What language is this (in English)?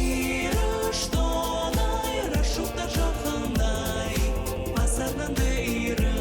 Ossetic